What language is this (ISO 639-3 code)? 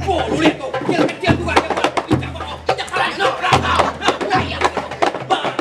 bew